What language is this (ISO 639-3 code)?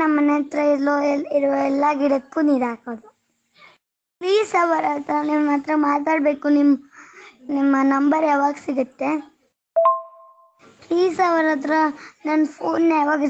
kan